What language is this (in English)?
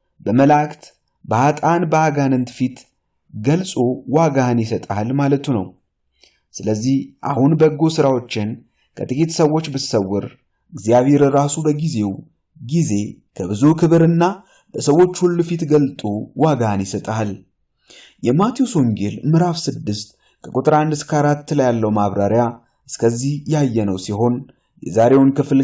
Amharic